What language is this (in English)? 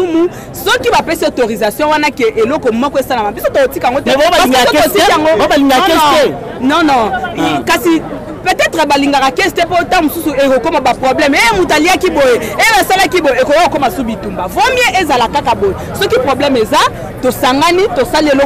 Lingala